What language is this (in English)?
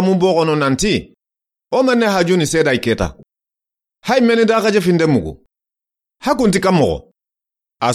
Soninke